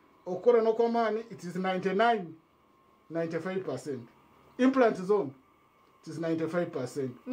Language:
Nyankole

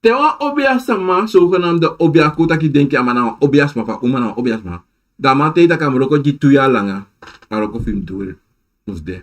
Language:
Sranan Tongo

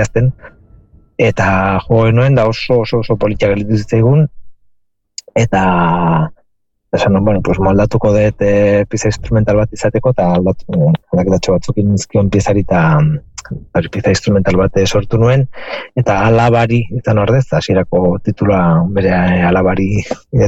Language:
Basque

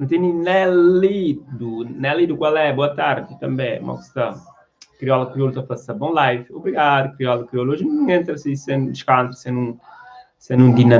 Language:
Kabuverdianu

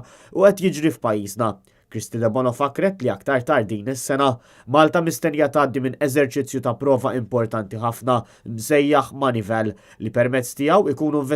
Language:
Maltese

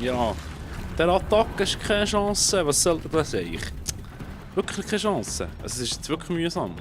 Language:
Swiss German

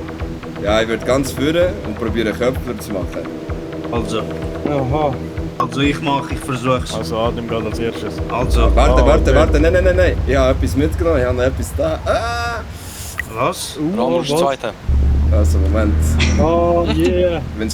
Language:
Swiss German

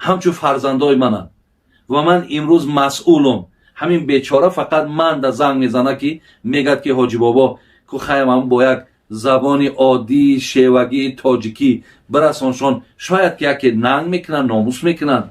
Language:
Tajik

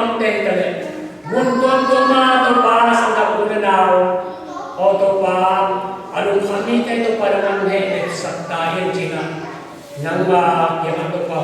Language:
Tedim Chin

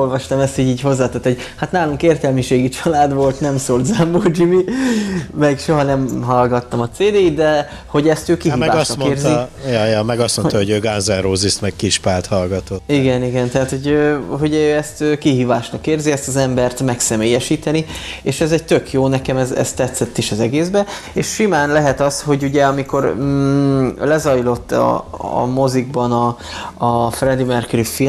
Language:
Hungarian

